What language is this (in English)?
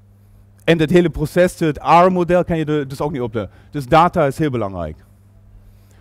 Dutch